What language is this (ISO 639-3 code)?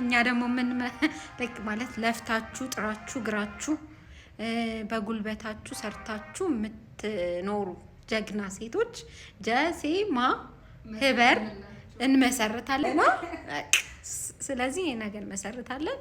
amh